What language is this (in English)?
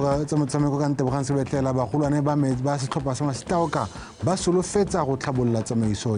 Tswana